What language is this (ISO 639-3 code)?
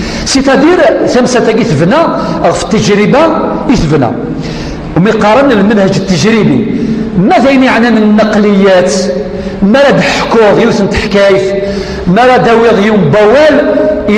kab